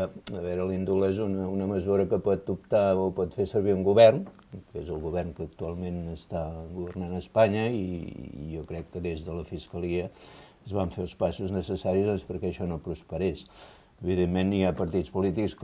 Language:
Catalan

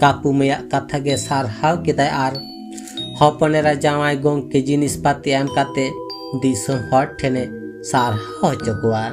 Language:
Santali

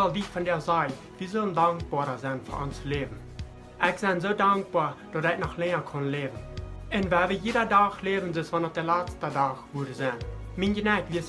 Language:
Plautdietsch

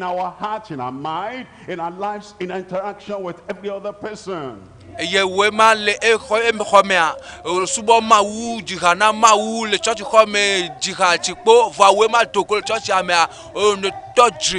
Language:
Ewe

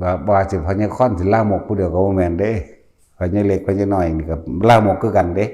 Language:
Northeastern Thai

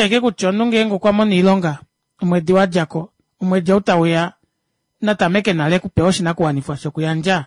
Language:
Kuanyama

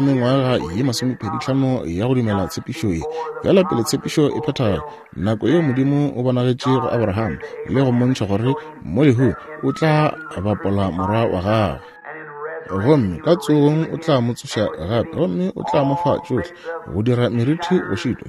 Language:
Northern Sotho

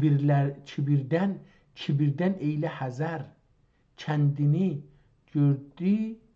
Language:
South Azerbaijani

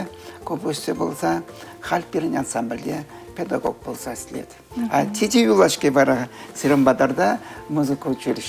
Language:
Chuvash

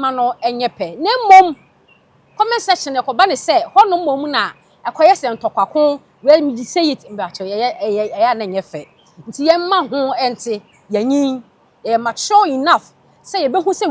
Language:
Akan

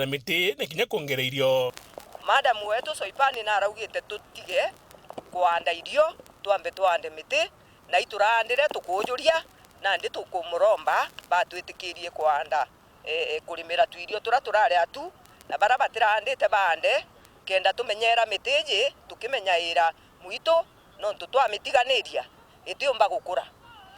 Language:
Meru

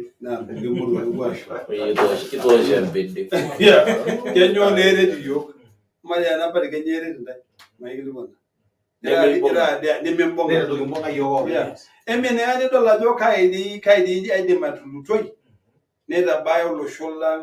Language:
Masai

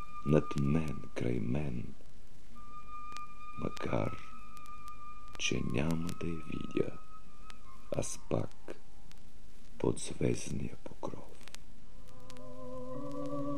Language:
Bulgarian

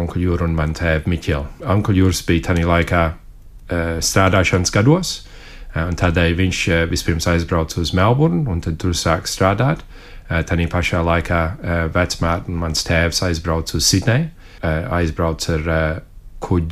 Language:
Latvian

